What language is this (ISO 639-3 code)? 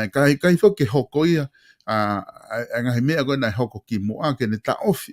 ton